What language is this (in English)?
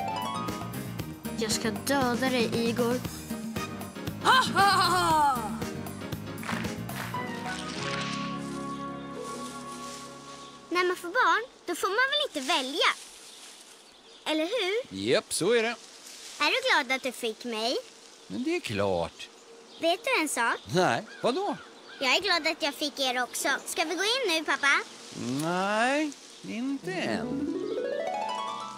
Swedish